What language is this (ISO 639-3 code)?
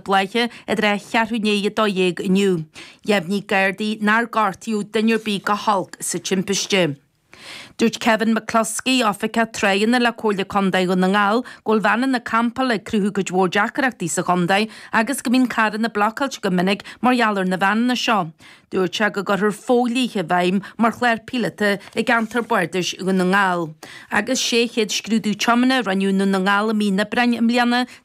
gle